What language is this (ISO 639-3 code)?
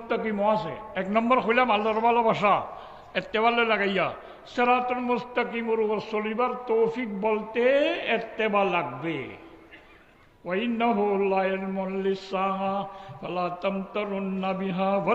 rhg